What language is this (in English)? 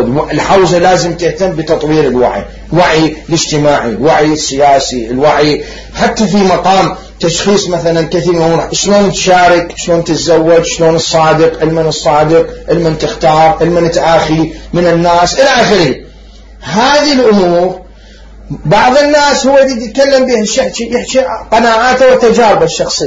Mesopotamian Arabic